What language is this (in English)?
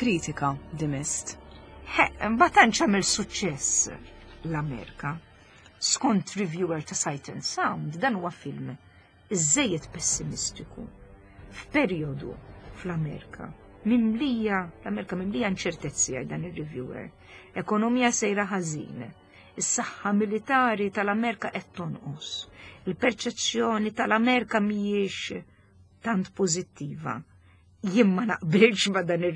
Maltese